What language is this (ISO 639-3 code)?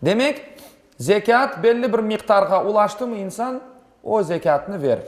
crh